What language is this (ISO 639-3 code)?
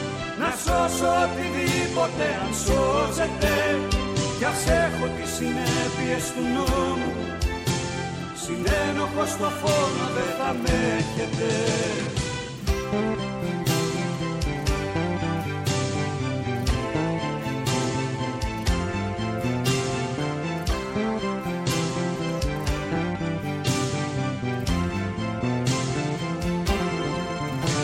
ell